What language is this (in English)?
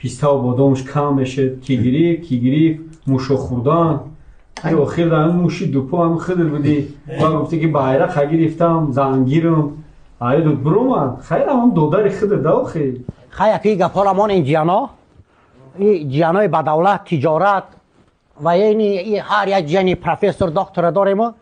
Tajik